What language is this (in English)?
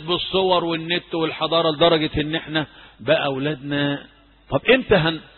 Egyptian Arabic